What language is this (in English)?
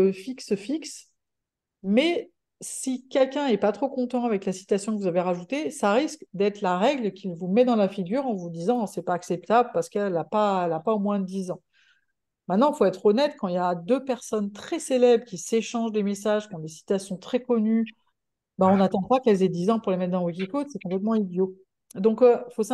French